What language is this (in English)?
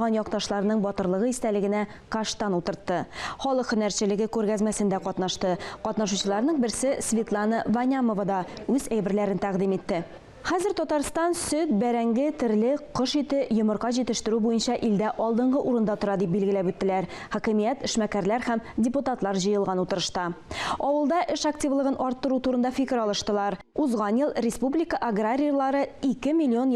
Tatar